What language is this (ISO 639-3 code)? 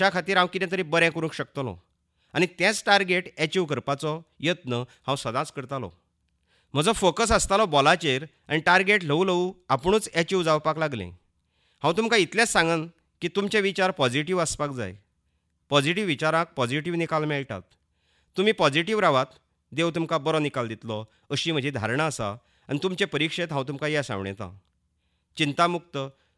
kok